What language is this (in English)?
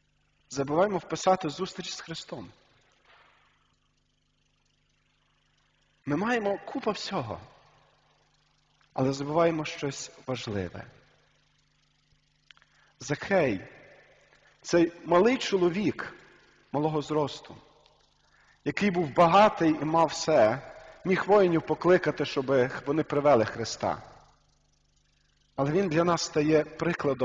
Ukrainian